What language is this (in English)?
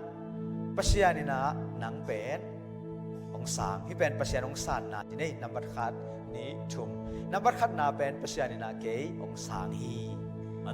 Tedim Chin